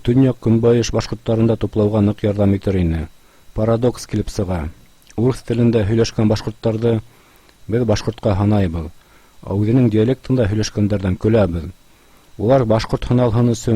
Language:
Bashkir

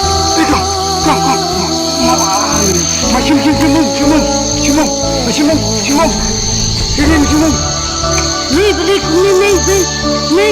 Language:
Khasi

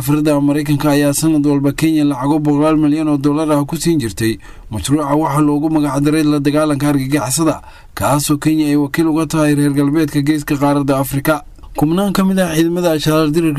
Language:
Somali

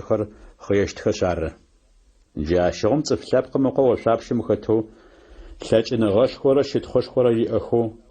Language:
Adyghe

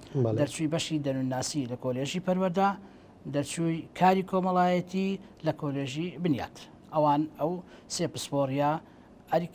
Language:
Central Kurdish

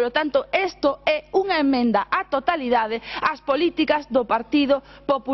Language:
Galician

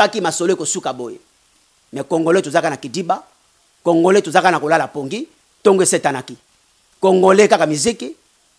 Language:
Lingala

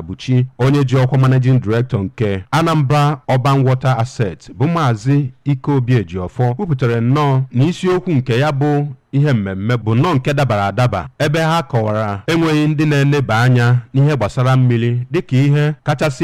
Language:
Igbo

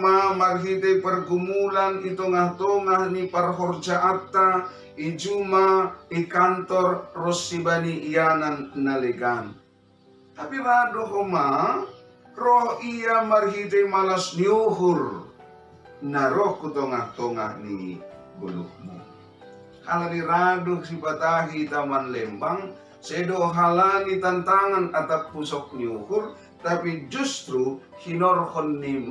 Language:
Batak Simalungun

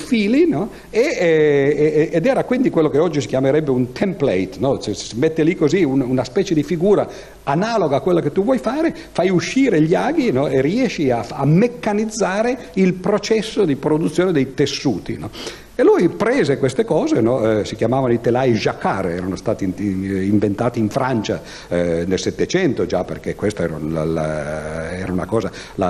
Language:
Italian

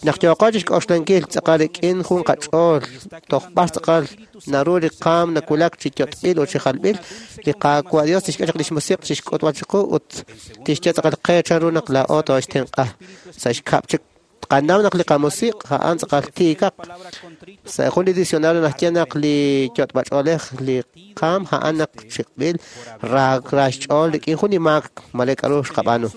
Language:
Kekchí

